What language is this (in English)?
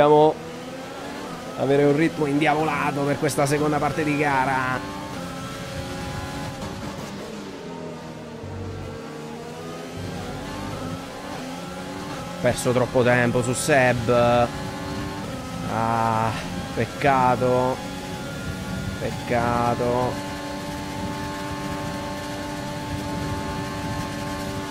Italian